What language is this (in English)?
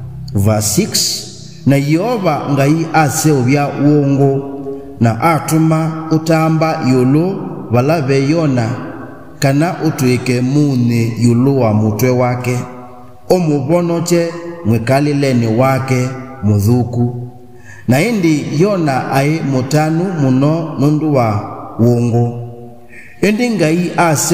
Kamba